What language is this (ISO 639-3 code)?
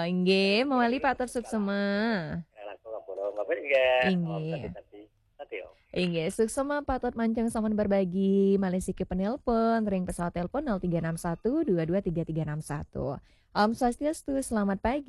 ban